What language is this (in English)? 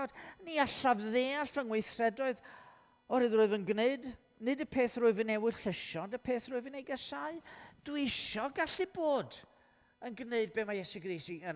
Welsh